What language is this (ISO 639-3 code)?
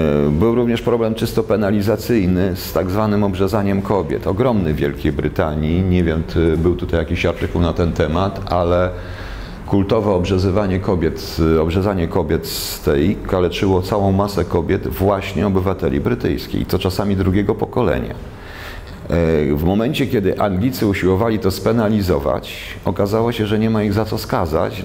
pol